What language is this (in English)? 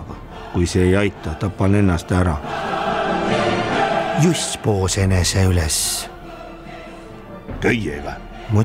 Estonian